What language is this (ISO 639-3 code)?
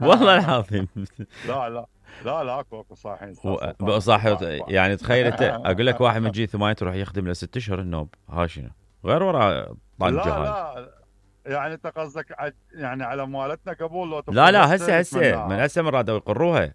acm